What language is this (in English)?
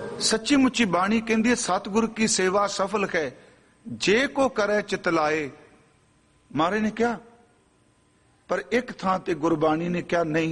Punjabi